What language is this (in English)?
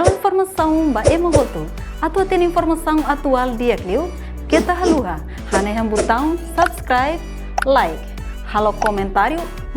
Tetum